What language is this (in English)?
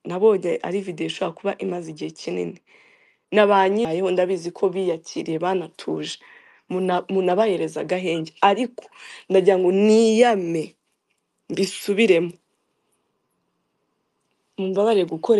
Kinyarwanda